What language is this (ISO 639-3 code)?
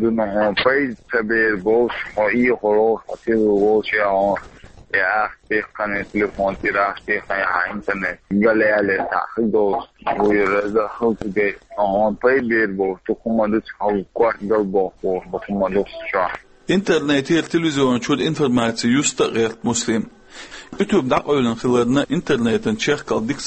che